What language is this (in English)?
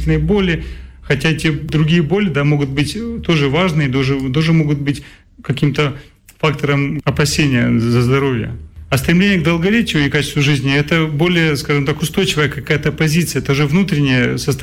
Russian